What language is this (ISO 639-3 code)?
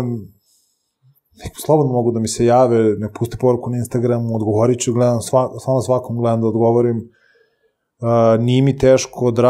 srp